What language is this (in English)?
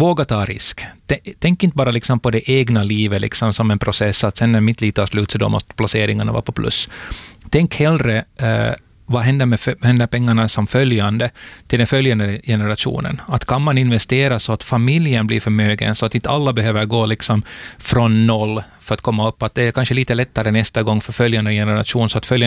Swedish